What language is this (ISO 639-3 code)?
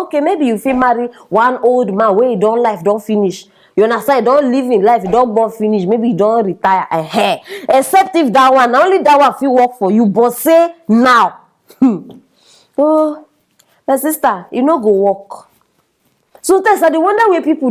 pcm